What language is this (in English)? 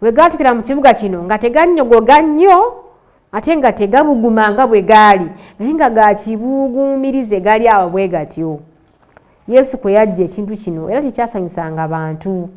Ganda